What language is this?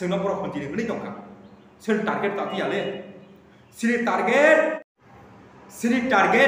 Kok Borok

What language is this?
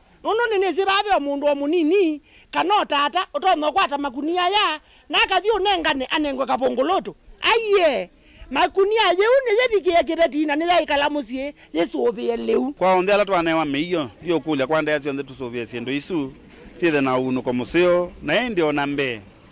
Kamba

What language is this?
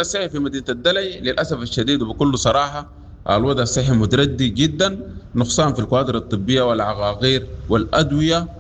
Sudanese Arabic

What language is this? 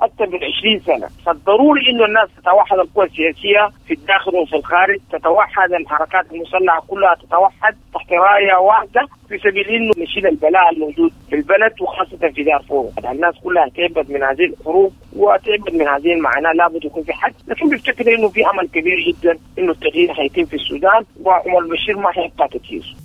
Sudanese Arabic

